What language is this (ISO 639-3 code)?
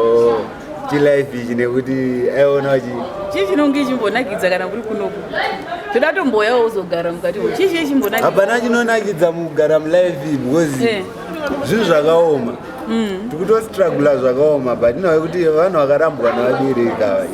sna